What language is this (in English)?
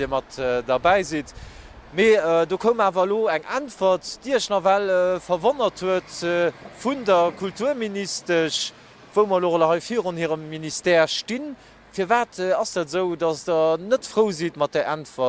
Luxembourgish